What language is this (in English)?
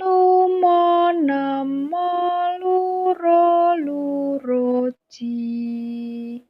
Javanese